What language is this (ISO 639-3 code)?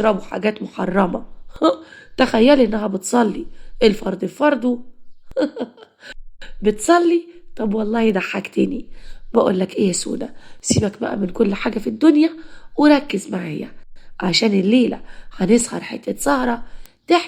arz